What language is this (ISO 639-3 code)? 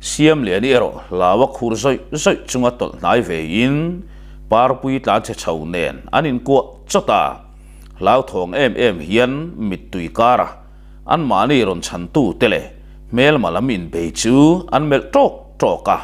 lus